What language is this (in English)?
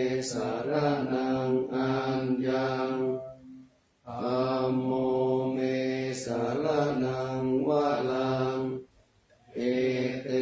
Pali